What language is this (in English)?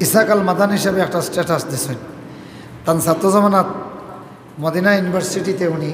Sylheti